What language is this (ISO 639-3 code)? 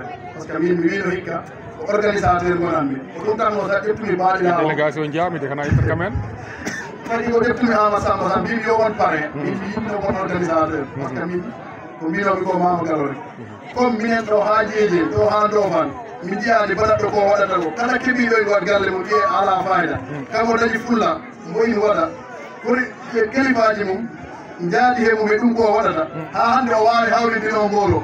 ful